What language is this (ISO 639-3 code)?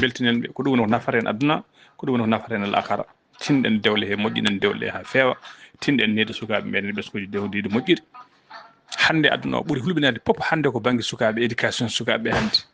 ful